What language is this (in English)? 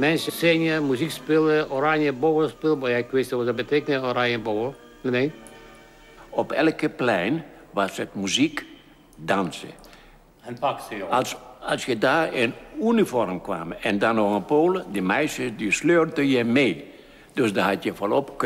Dutch